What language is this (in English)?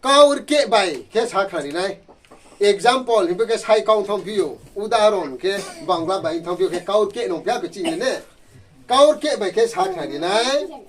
Riang (India)